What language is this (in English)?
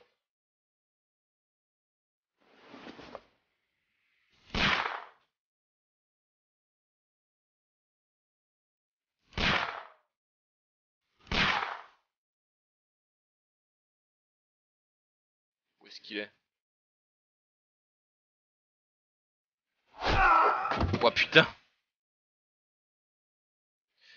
French